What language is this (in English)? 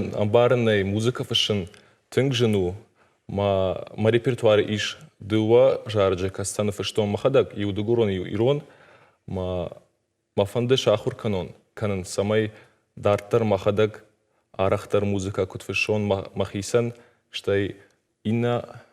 Ossetic